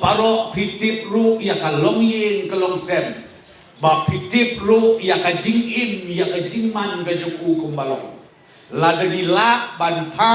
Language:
Khasi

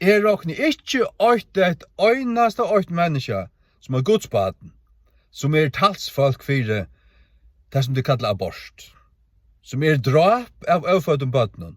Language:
Faroese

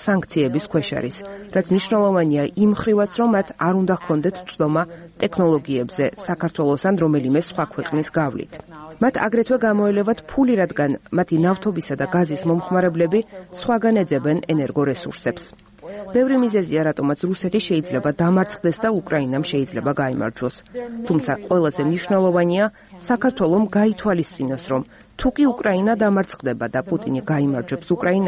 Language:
Georgian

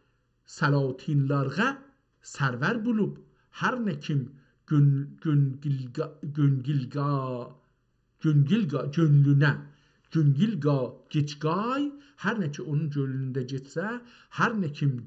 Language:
South Azerbaijani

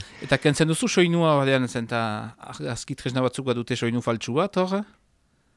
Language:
Basque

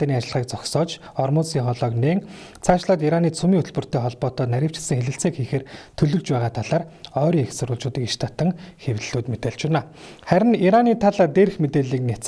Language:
Mongolian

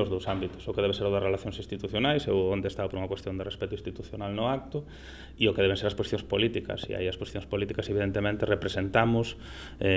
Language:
Galician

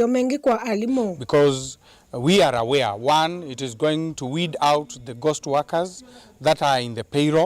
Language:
Kamba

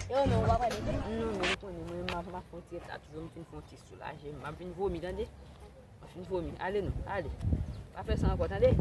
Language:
Haitian Creole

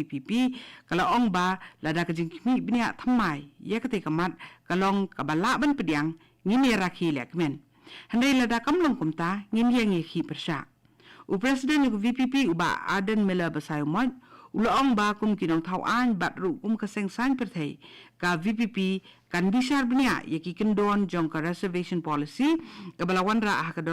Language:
Khasi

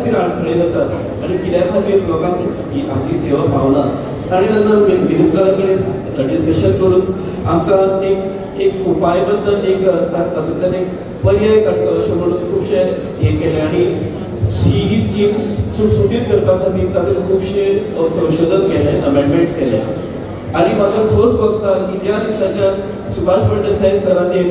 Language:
Konkani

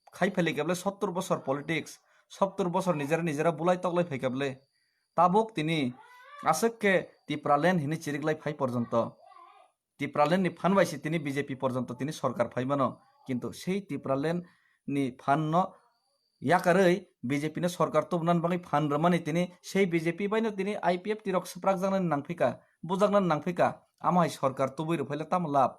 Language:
Kok Borok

